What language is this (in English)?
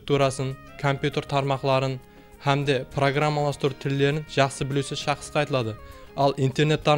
Kara-Kalpak